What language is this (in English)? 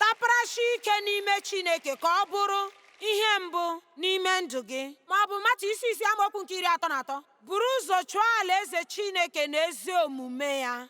Igbo